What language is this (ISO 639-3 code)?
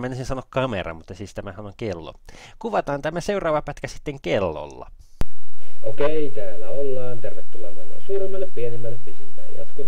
fin